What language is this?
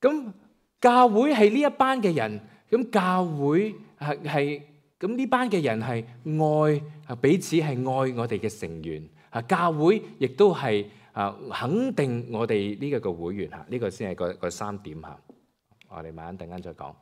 Cantonese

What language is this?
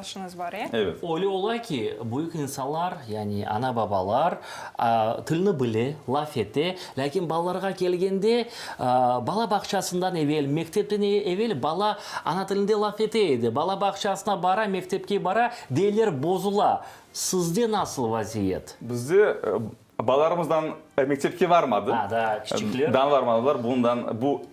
Crimean Tatar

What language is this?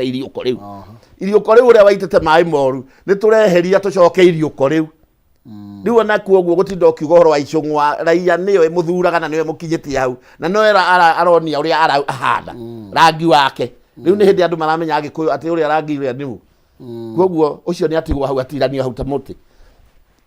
Kikuyu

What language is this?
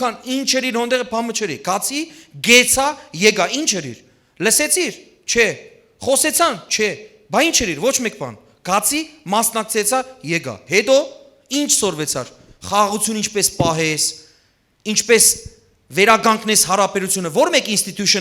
Western Armenian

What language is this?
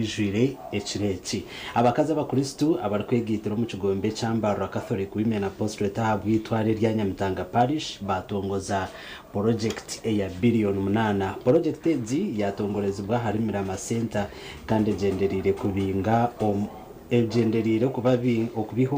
Nyankole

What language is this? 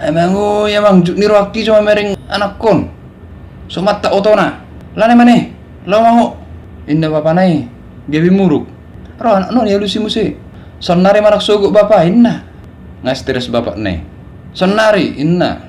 Batak Toba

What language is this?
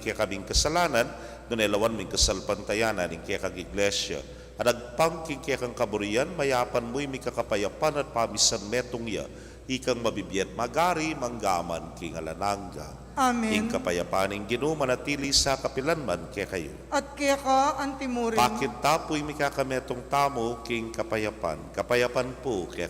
Pampanga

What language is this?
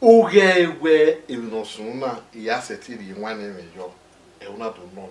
Bini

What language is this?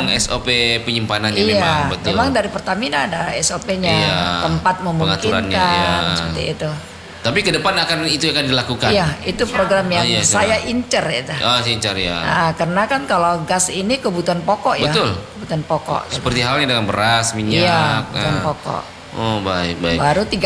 Indonesian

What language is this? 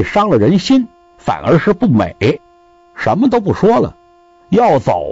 Chinese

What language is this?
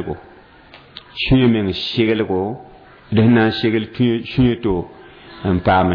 Mossi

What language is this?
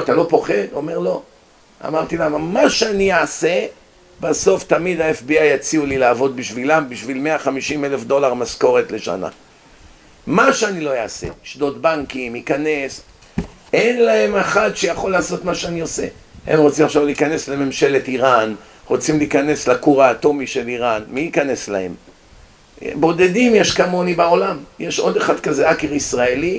Hebrew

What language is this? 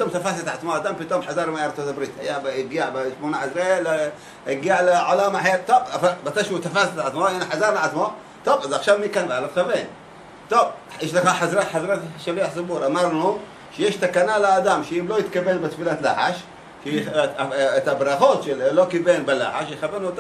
Hebrew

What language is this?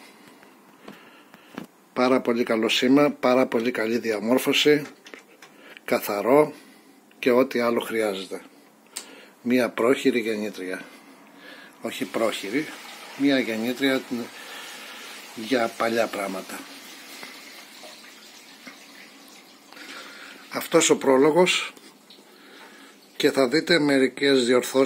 Greek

